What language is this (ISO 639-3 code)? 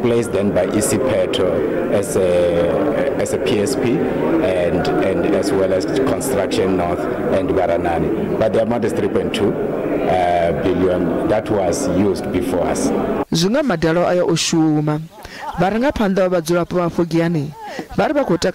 ven